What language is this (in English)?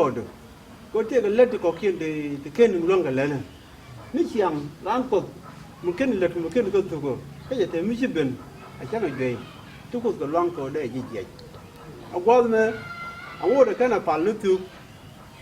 Nuer